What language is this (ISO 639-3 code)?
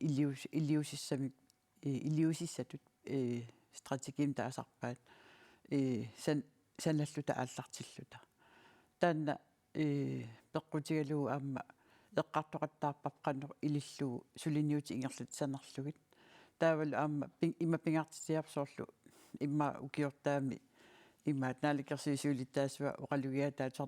kal